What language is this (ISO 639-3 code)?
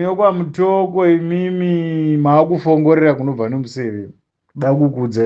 sna